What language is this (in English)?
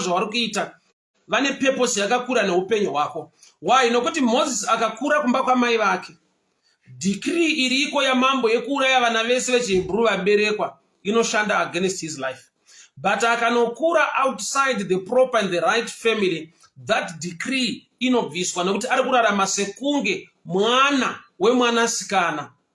Shona